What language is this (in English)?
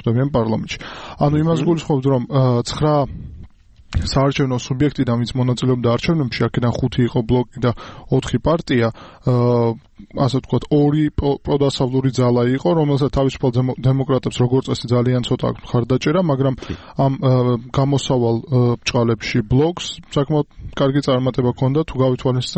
Georgian